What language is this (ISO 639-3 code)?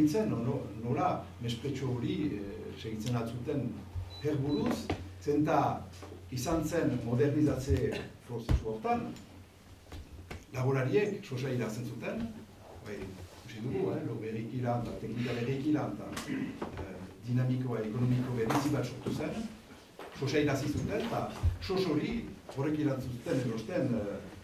eus